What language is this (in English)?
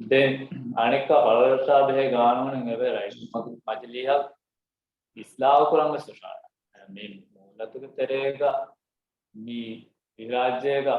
Divehi